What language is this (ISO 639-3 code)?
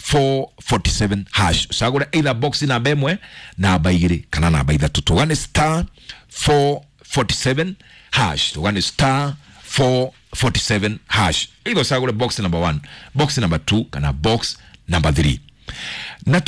kik